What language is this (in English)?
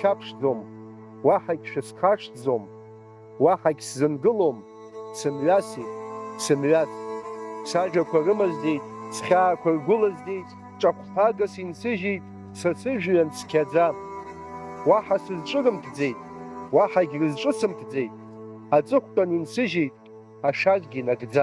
Abkhazian